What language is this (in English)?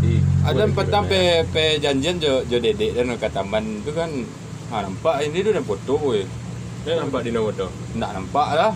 Minangkabau